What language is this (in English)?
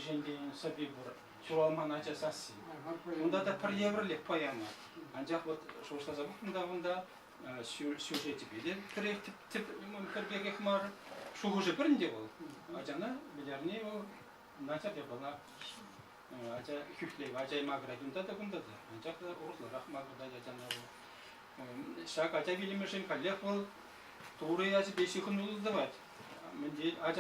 Chuvash